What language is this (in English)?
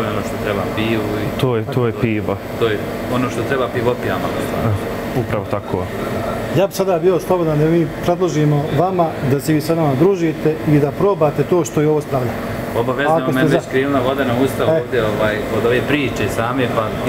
Bosnian